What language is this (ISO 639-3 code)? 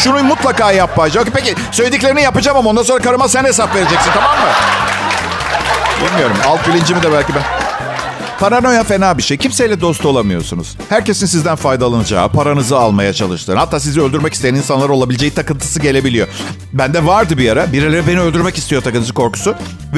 tur